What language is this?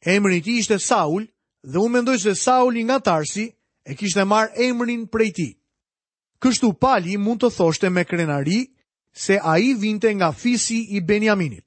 Albanian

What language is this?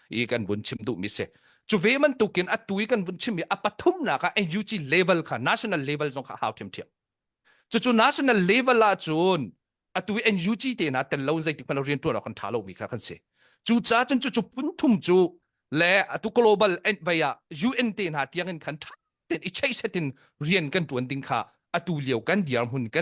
Hakha Chin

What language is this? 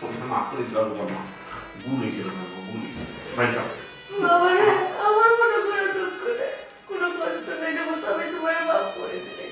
Sylheti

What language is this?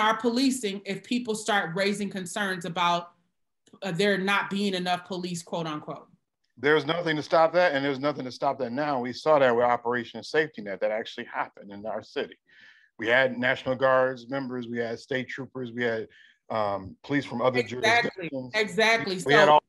English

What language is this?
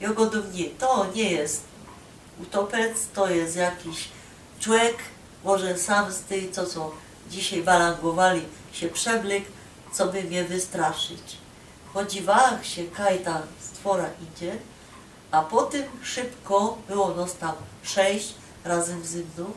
Silesian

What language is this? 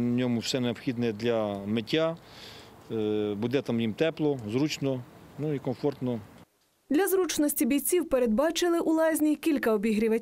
Ukrainian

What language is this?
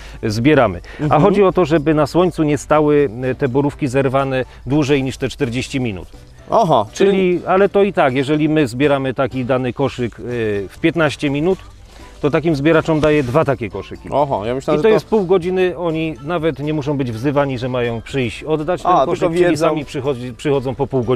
Polish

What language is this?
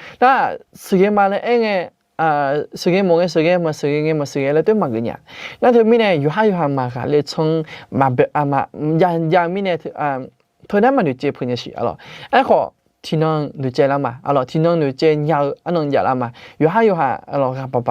Akha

